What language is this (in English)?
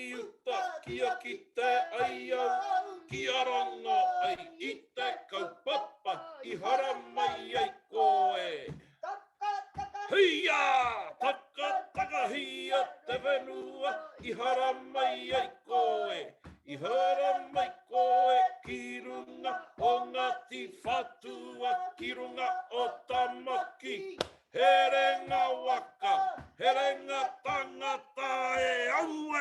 Māori